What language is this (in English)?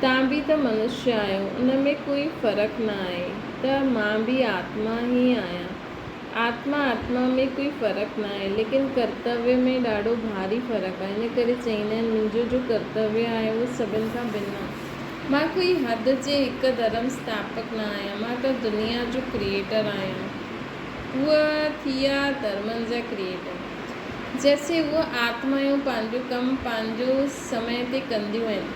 Sindhi